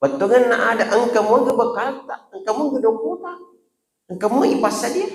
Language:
Buginese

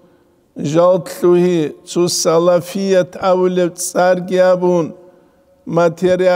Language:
Avaric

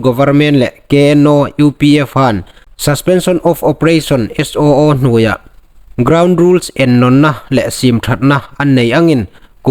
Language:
Hmar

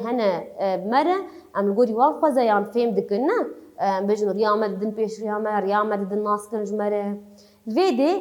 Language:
Kurdish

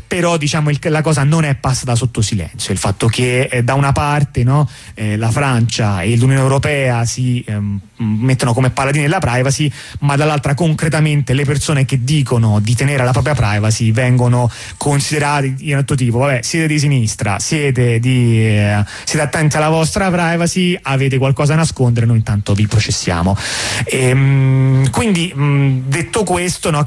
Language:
Italian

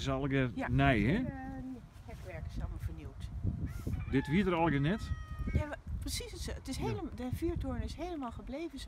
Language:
Western Frisian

